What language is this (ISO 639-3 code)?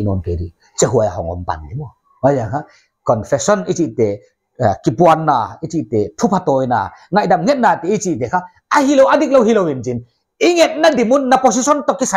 pck